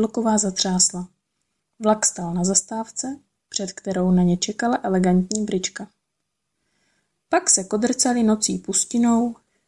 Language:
Czech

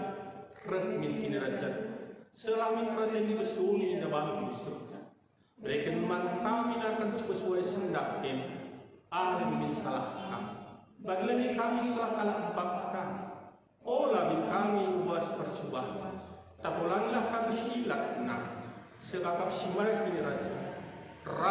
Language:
Batak Karo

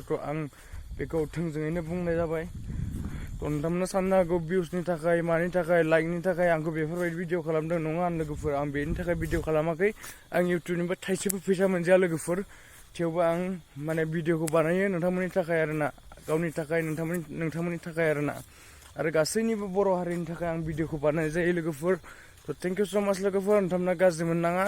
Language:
Bodo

